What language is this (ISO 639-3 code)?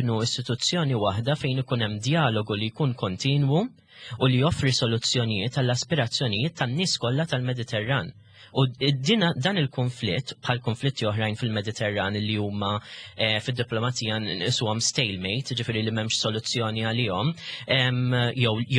mlt